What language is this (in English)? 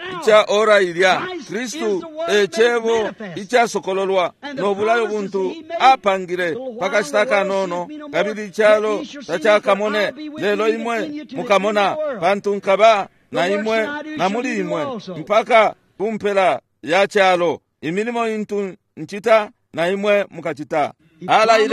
Bemba